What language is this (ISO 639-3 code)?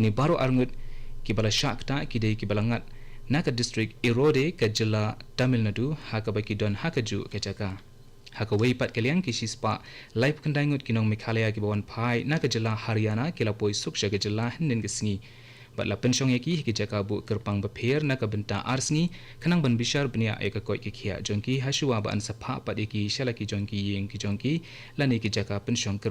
kha